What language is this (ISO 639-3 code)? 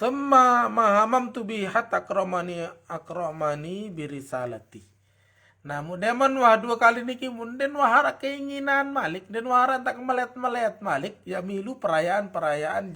sas